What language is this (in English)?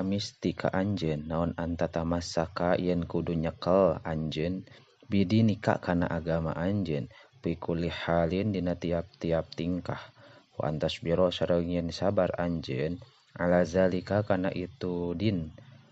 Sundanese